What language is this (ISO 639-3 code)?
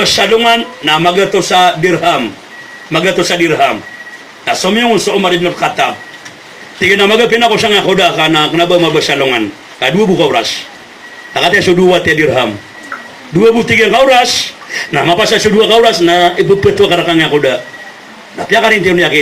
mrw